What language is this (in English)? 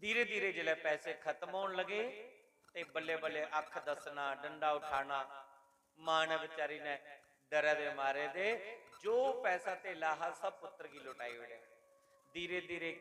Dogri